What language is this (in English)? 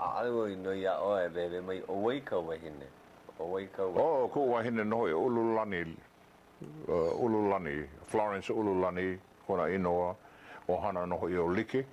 Hawaiian